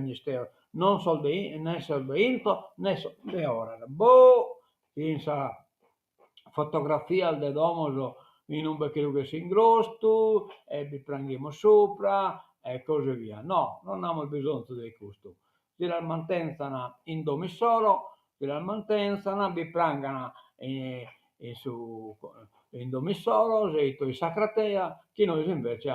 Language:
Sardinian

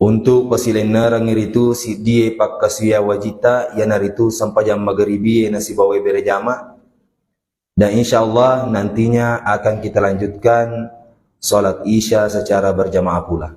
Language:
Buginese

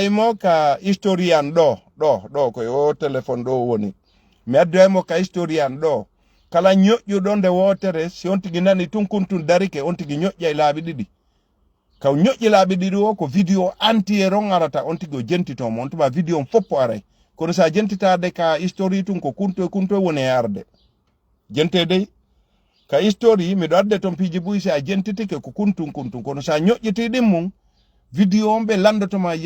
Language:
Fula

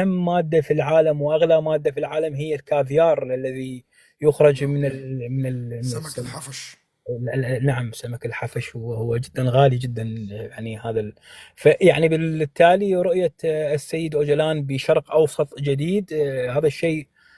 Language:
North Levantine Arabic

